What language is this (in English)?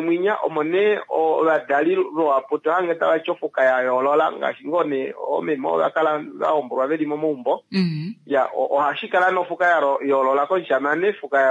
Kuanyama